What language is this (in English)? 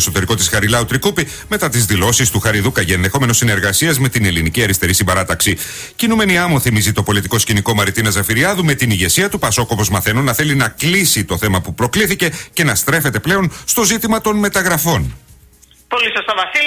Greek